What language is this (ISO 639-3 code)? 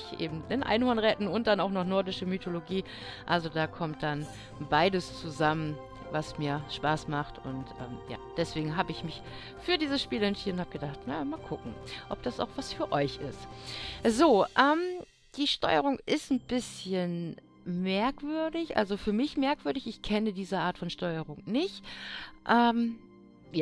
deu